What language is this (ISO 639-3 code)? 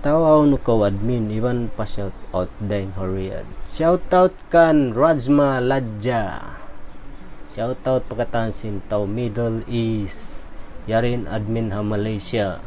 tsg